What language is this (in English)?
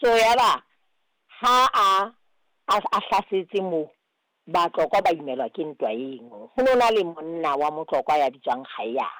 Southern Sotho